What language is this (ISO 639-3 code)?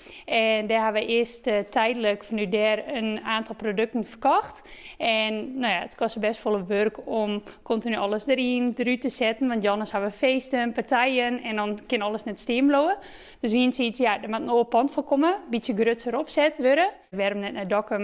fry